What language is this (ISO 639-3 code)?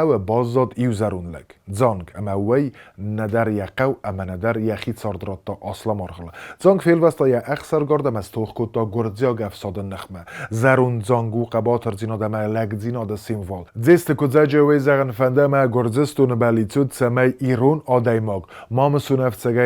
oss